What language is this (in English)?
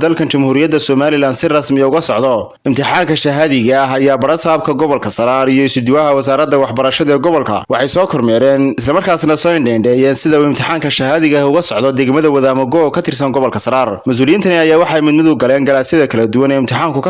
Somali